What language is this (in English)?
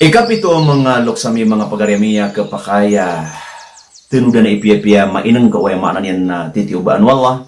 Maranao